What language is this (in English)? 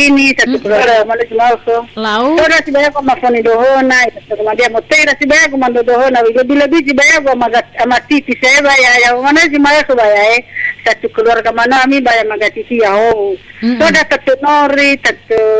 Nias